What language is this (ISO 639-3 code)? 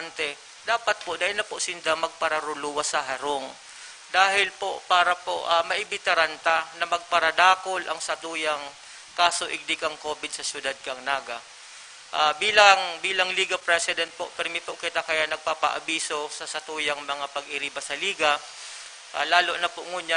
bik